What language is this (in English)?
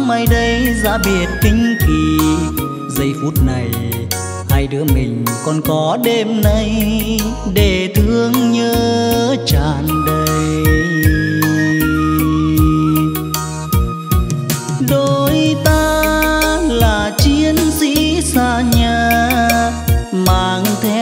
Vietnamese